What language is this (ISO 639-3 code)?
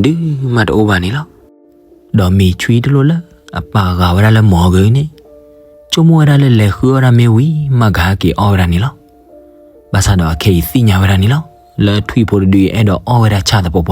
ksw